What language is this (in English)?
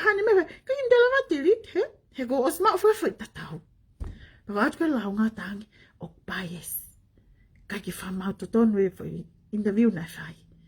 Tongan